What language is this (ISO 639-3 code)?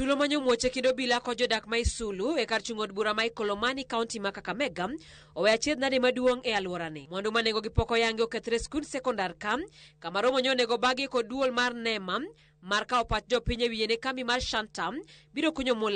luo